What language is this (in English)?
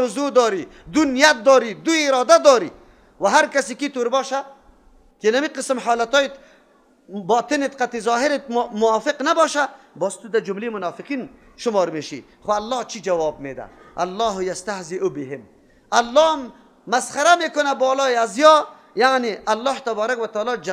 Persian